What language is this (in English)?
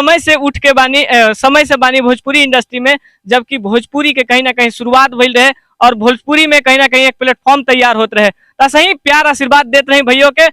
Bhojpuri